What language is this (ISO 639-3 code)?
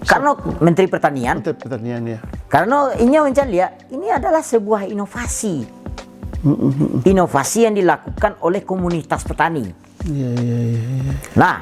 min